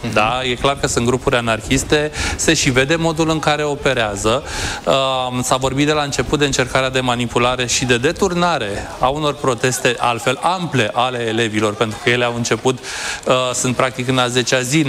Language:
Romanian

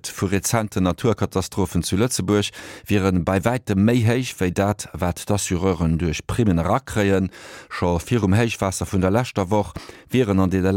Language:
Luxembourgish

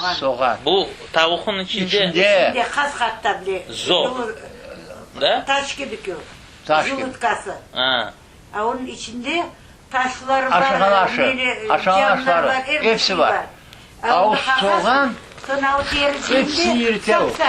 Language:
Crimean Tatar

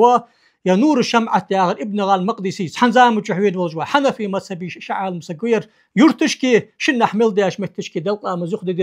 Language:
Ingush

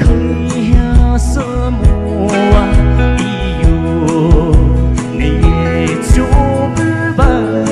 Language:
Poumei Naga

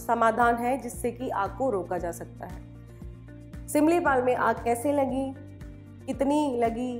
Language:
Hindi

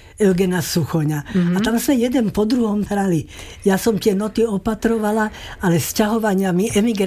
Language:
Slovak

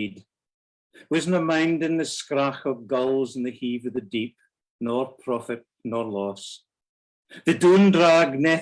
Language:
Scots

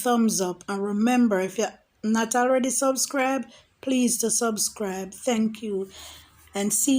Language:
Jamaican Creole English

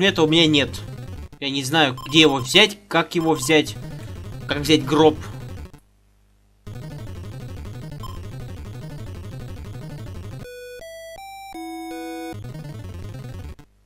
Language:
Russian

